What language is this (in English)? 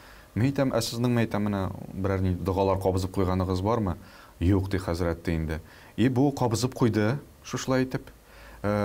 Tatar